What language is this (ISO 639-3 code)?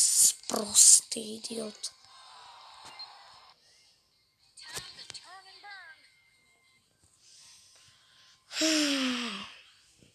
slk